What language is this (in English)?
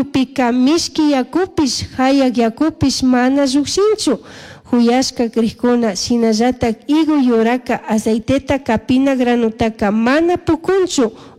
Chimborazo Highland Quichua